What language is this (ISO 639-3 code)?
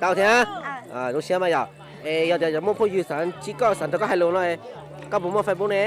hmn